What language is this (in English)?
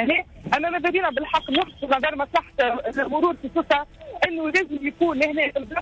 Tunisian Arabic